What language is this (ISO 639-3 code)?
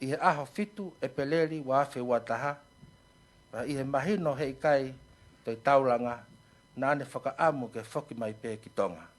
ton